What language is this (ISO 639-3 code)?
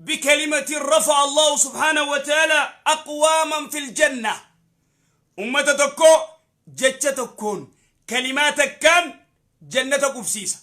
orm